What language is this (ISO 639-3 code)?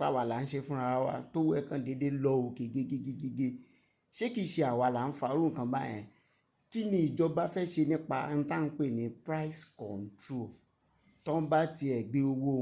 yor